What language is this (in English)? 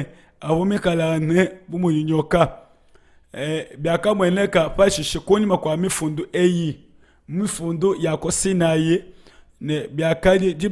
Luba-Lulua